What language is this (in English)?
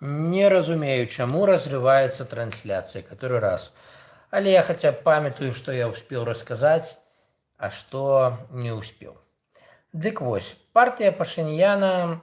Belarusian